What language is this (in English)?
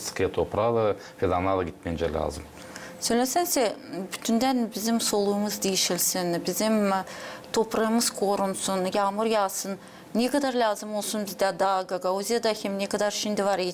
Gagauz